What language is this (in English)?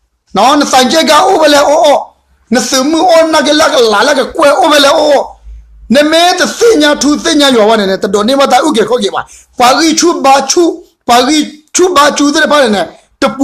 S'gaw Karen